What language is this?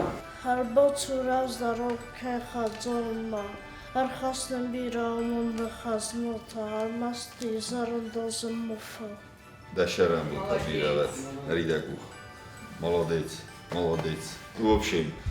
Ossetic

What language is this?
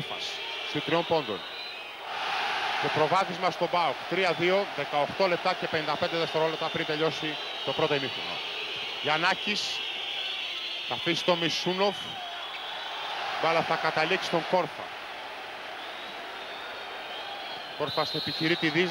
Greek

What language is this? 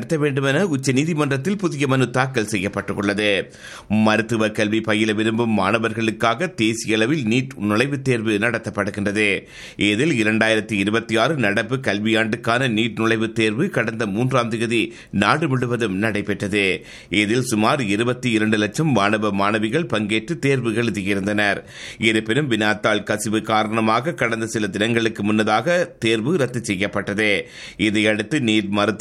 Tamil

